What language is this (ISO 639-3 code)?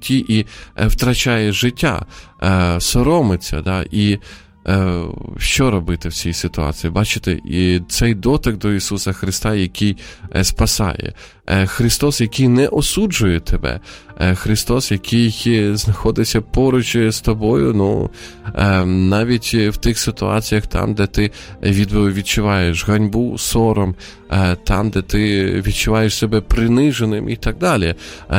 ukr